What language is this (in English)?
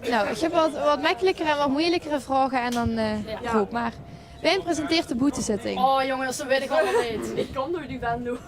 Limburgish